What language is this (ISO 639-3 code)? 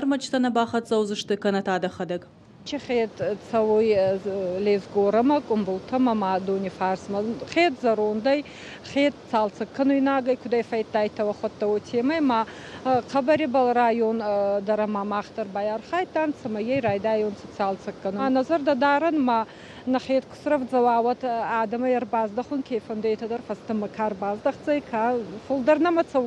oss